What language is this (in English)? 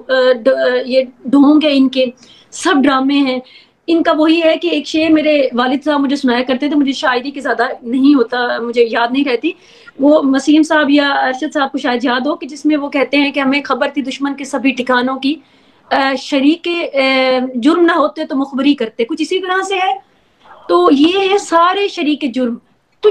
Urdu